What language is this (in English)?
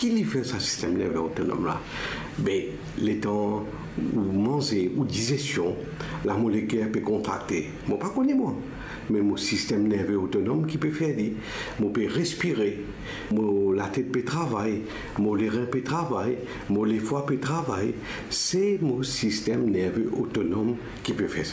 Morisyen